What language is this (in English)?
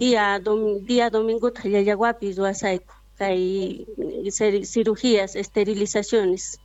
South Bolivian Quechua